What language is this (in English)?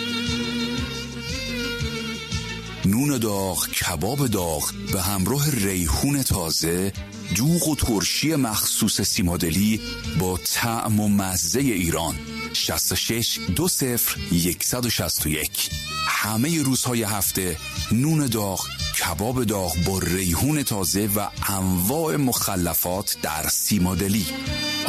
Persian